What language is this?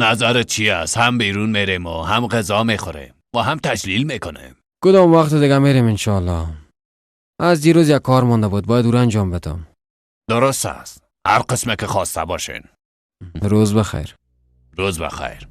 Persian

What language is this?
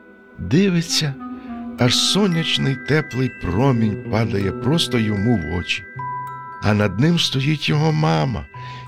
Ukrainian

